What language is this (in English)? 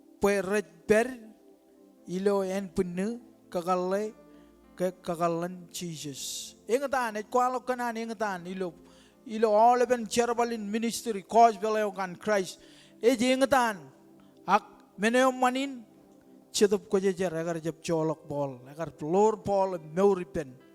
Marshallese